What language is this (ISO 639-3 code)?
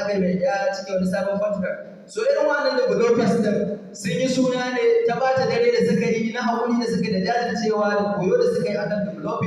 hau